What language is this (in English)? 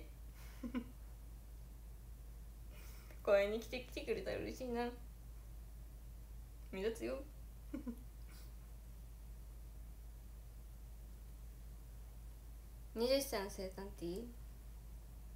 Japanese